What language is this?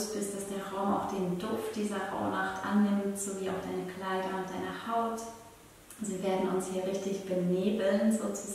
Swiss German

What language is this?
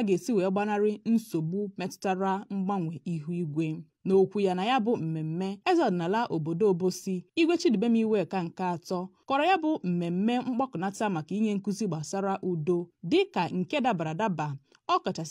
Igbo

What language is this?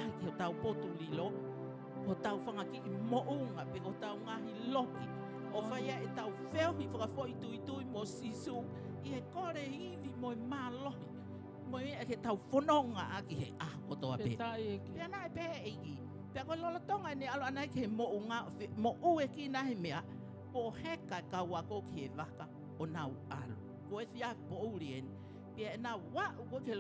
Tongan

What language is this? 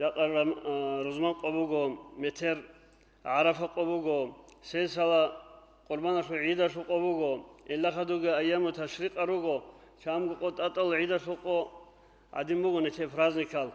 Avaric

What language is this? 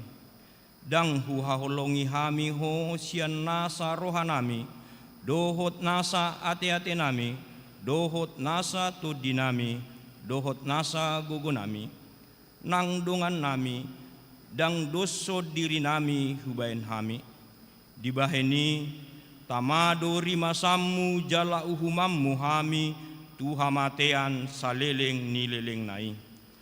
Batak Toba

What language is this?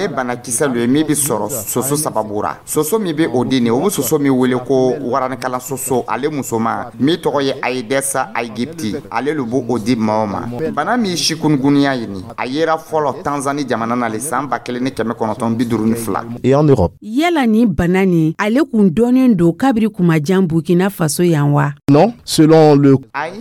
Dyula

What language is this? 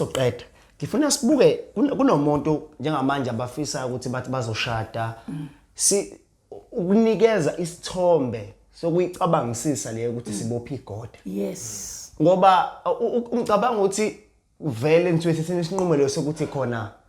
Zulu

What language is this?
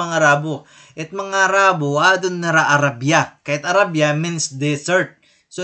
Waray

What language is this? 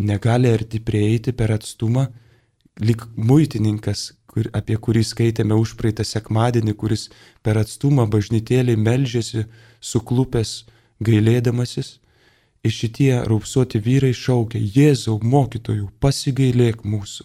Lithuanian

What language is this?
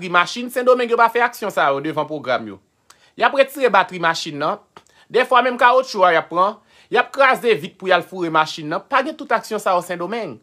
Haitian Creole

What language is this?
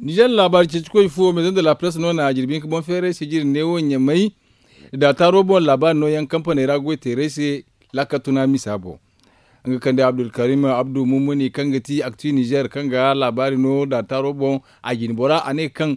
Zarma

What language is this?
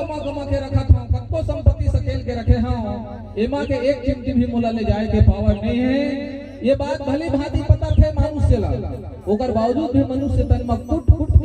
Chhattisgarhi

